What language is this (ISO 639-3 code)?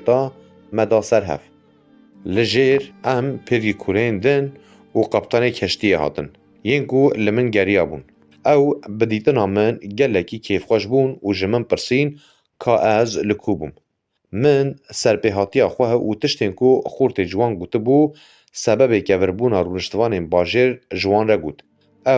kur